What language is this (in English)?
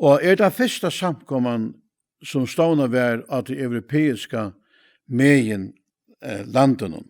Faroese